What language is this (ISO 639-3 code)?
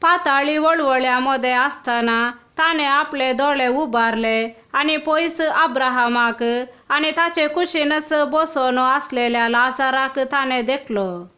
kok